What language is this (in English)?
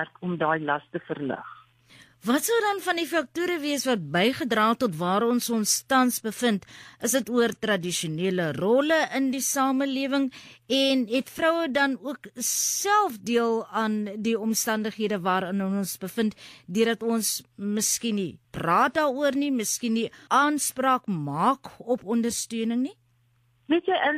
Afrikaans